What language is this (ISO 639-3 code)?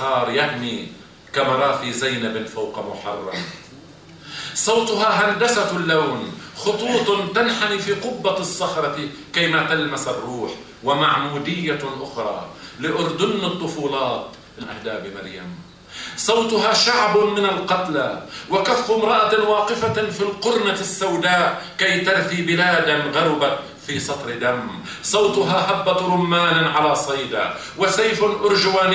aeb